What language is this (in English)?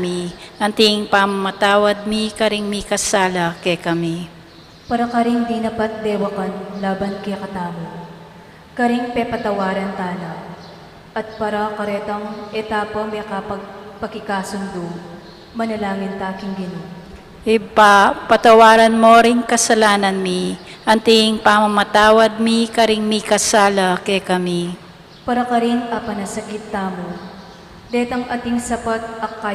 Pampanga